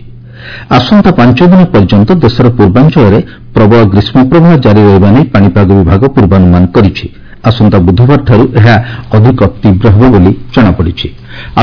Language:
Odia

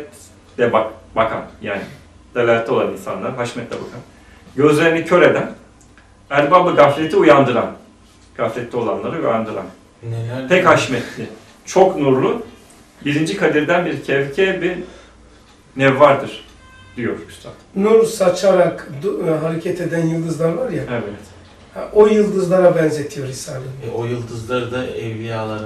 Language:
Turkish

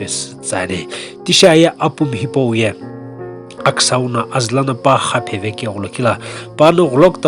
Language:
Sumi Naga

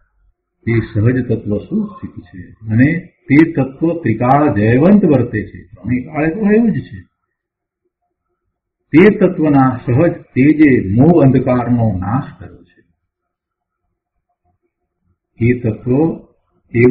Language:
Gujarati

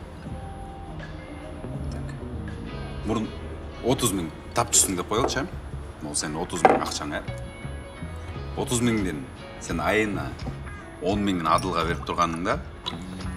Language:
Kyrgyz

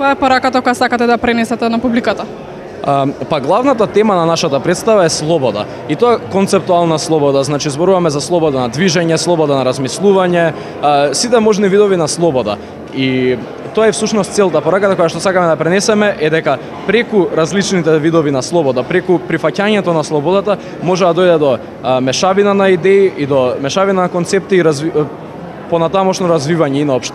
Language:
Macedonian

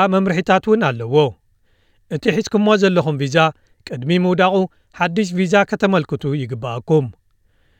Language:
Tigrinya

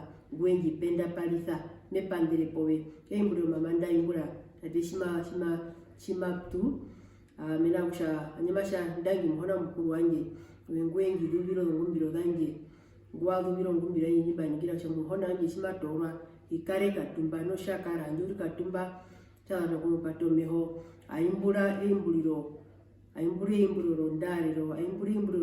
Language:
Herero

